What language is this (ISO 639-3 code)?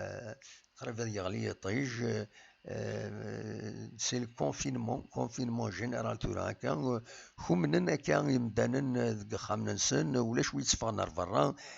kab